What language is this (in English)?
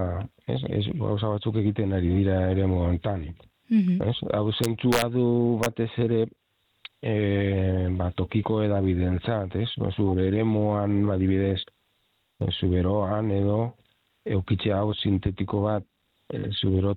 Basque